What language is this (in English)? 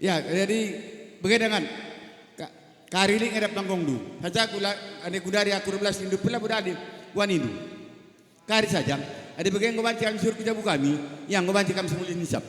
Batak Karo